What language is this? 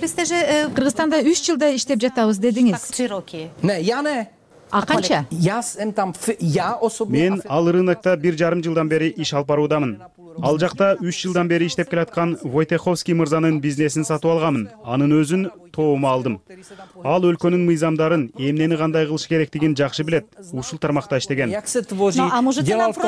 Kyrgyz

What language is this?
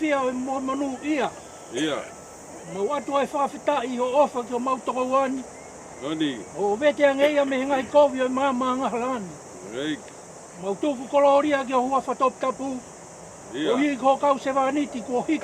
Tongan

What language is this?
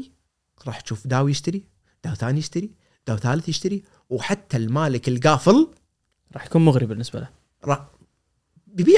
Gulf Arabic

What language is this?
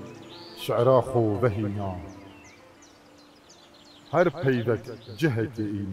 Kurdish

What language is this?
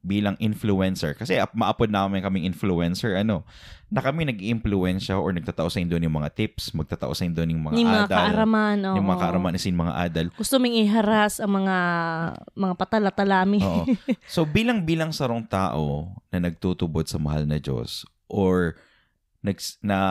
Bikol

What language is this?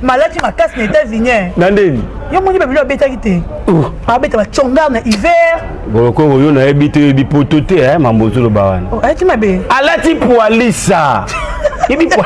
Lingala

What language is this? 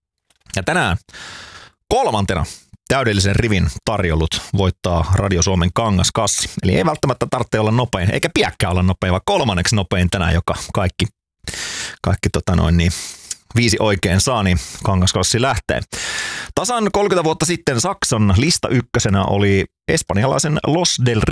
Finnish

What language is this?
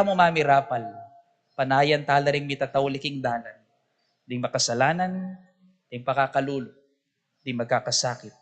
Pampanga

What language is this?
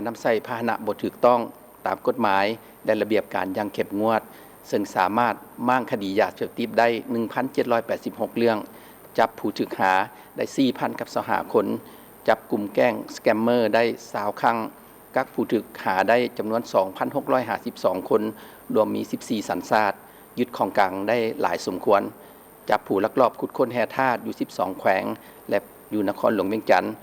Lao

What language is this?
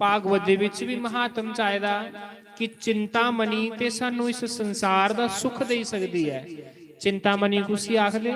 Dogri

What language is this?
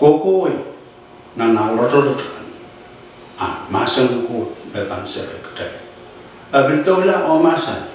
Pohnpeian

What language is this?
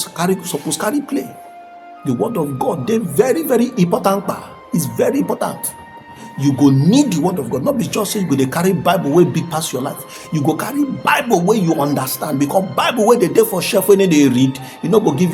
Nigerian Pidgin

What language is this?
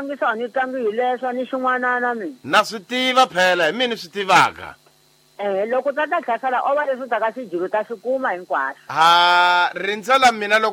Tsonga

